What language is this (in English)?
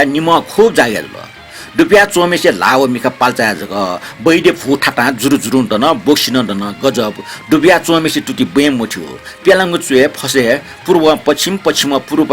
Newari